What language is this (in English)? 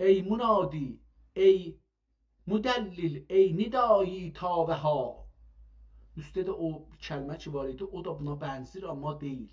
South Azerbaijani